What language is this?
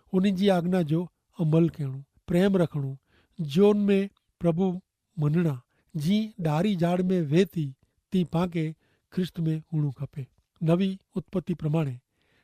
Kachhi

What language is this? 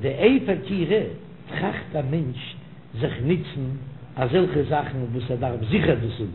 Yiddish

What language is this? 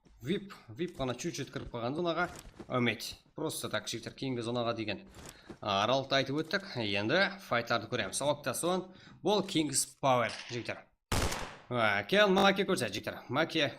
Kara-Kalpak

